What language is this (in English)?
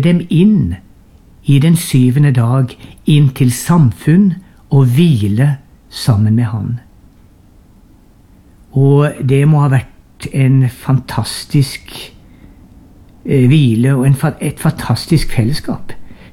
Norwegian